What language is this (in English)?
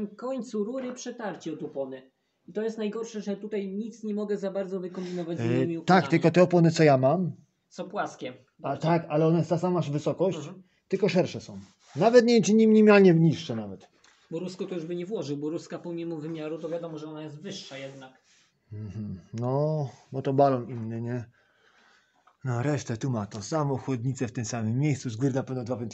Polish